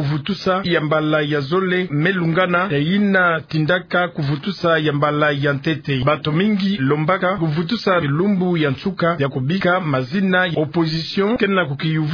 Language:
Kituba (Democratic Republic of Congo)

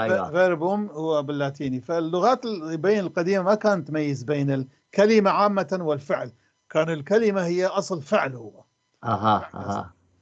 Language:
North Levantine Arabic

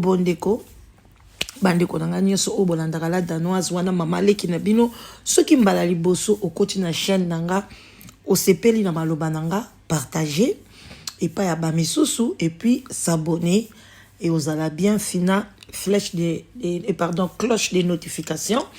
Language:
Lingala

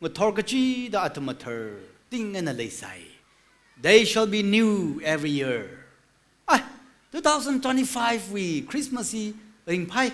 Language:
Tangkhul Naga (India)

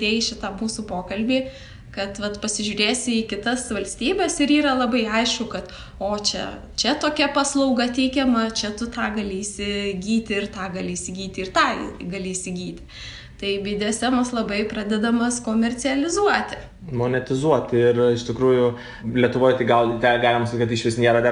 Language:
Lithuanian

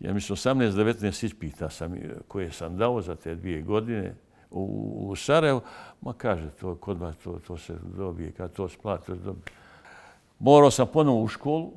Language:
Bosnian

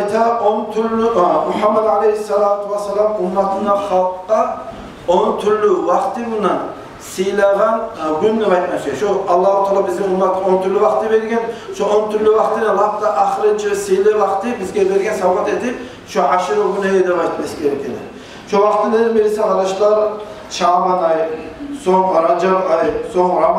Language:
Kumyk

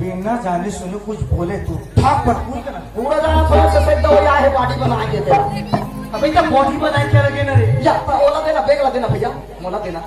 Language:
Chhattisgarhi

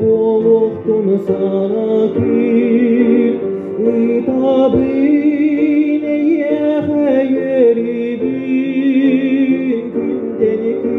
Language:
Yakut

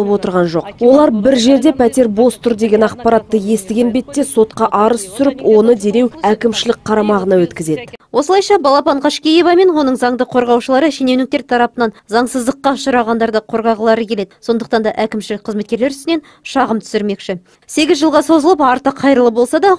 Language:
Kazakh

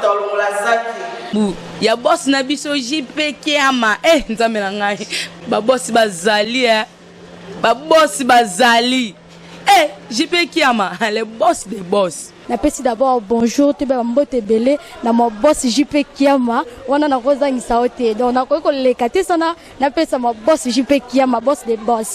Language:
Lingala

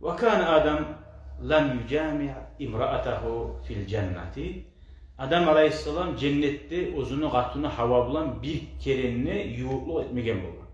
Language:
Kumyk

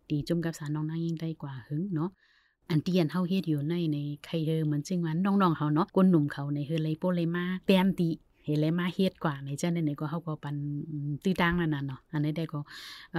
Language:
Shan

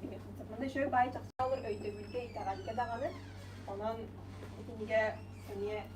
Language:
Yakut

